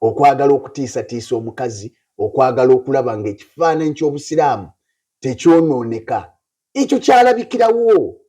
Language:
Ganda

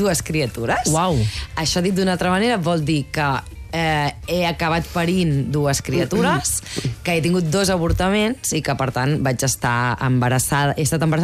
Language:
Catalan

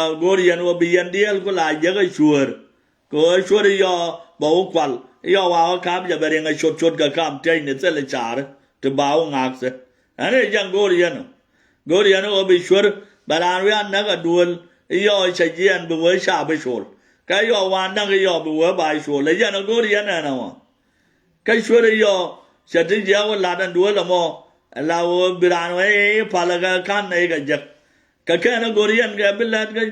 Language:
Nuer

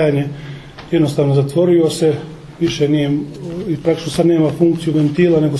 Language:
Croatian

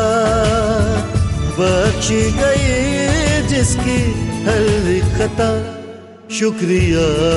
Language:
Hindi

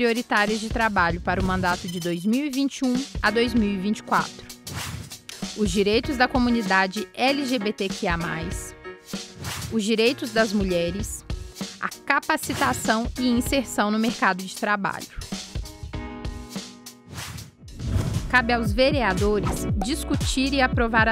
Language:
Portuguese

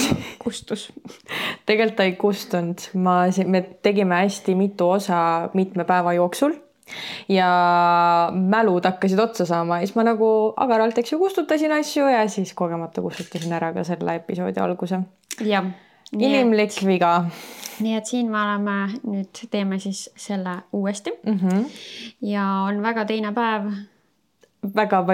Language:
Estonian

